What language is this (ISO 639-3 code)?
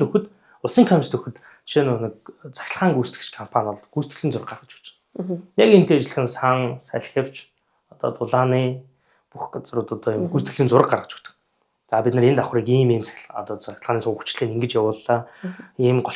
mon